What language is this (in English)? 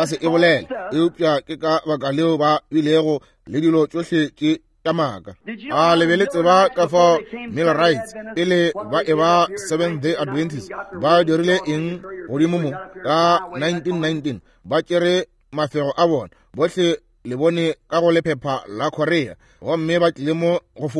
Northern Sotho